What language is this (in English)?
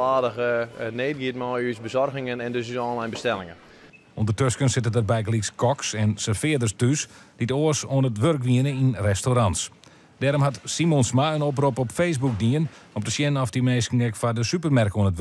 Western Frisian